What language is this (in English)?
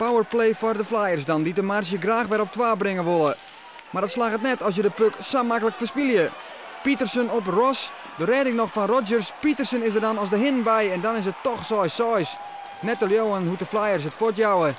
Western Frisian